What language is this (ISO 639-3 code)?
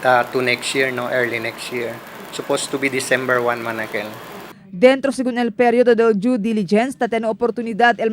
cbk